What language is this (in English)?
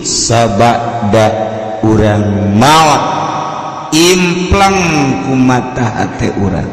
Sundanese